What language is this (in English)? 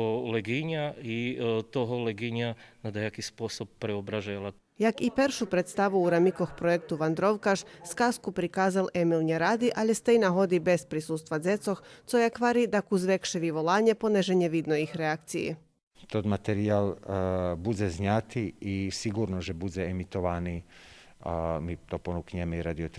Rusyn